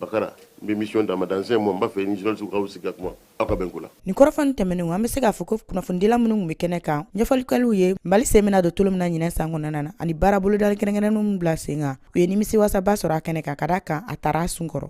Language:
Bambara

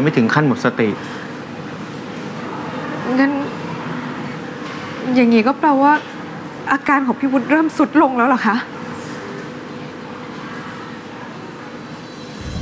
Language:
Thai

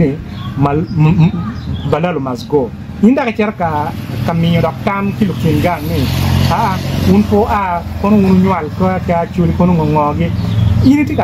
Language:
Acoli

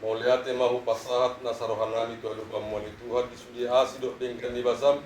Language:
Batak Toba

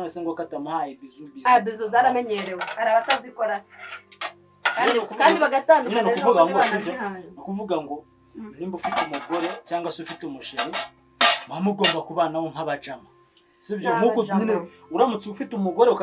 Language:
Kinyarwanda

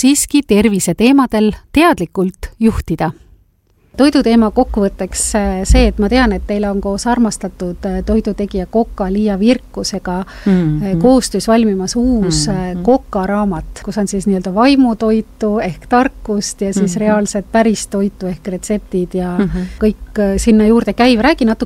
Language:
Estonian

